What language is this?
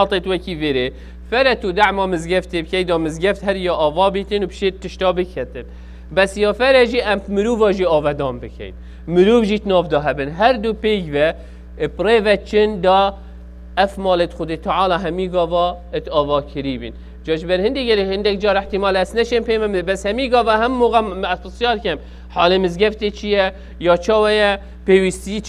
Kurdish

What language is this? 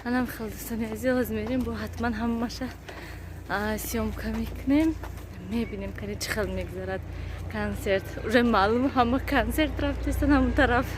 Tajik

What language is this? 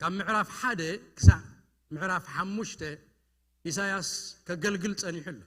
Tigrinya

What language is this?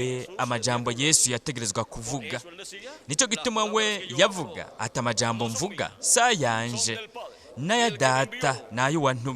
Rundi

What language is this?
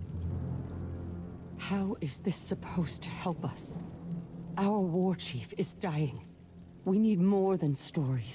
English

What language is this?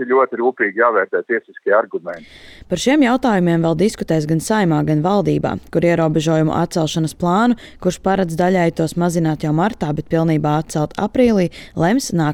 Latvian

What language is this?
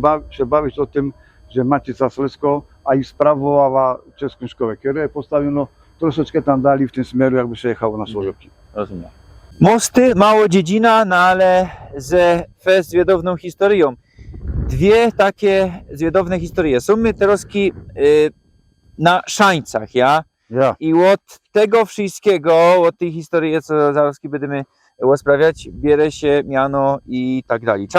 Silesian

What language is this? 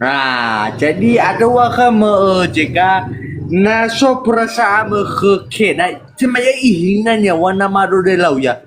Nias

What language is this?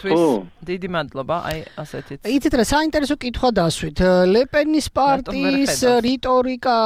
Georgian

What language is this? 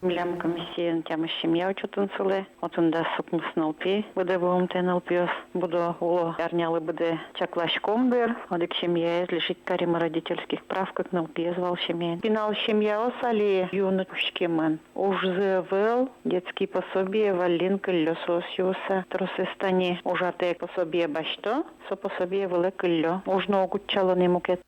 Udmurt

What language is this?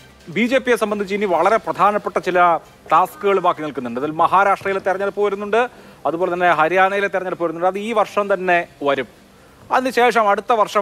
Malayalam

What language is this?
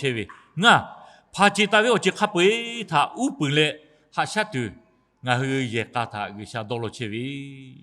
Lahu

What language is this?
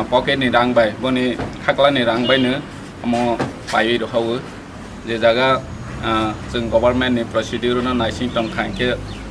Kok Borok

